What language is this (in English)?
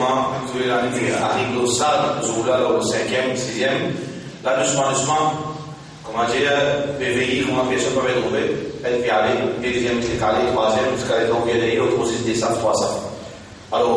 Morisyen